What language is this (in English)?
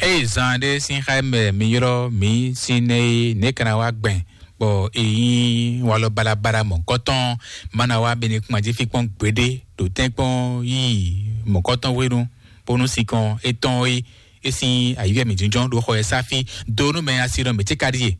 Fon